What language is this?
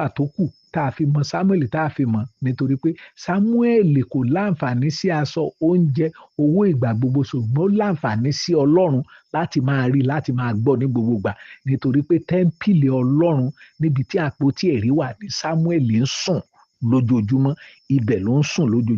Yoruba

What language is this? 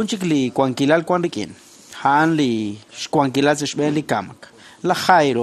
Kekchí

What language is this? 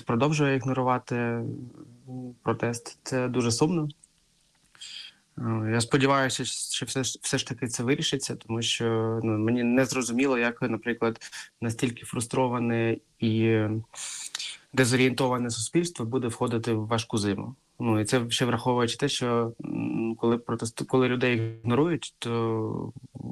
Ukrainian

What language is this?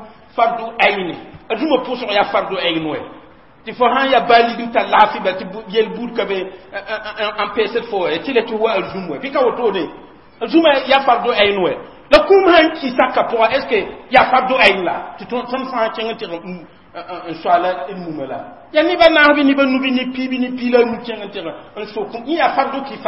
Mossi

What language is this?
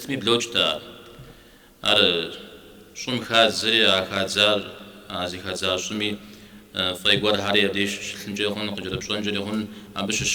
Kabardian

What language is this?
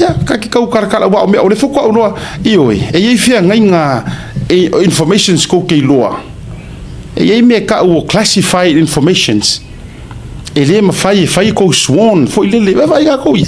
Samoan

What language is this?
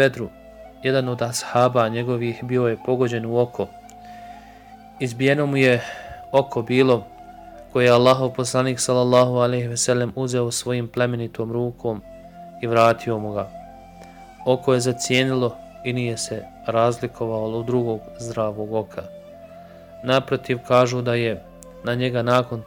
Bosnian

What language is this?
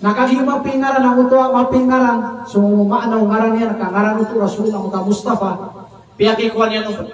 Maranao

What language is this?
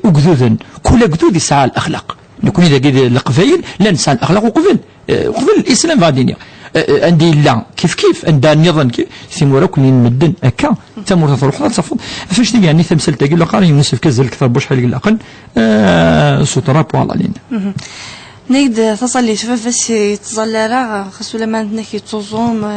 Kabyle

